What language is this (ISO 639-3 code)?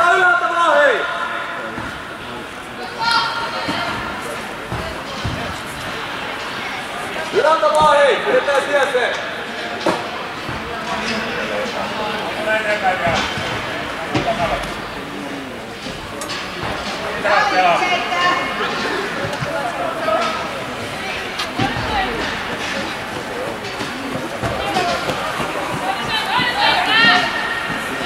fin